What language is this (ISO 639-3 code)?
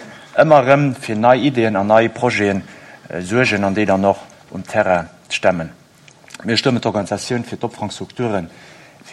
ltz